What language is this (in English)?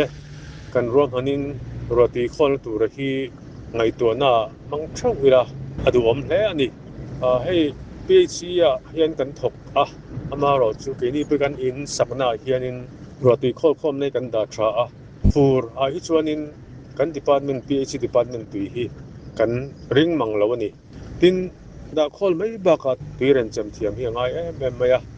Mizo